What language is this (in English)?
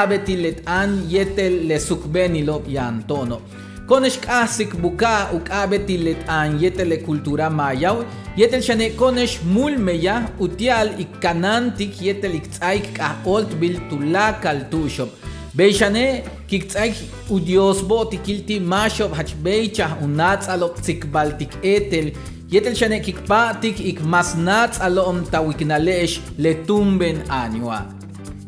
Yucateco